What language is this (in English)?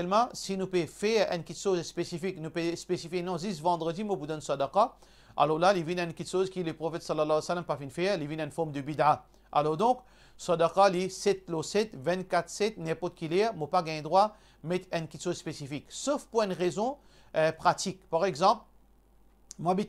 Morisyen